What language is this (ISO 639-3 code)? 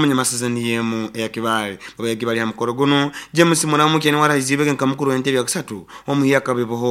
nyo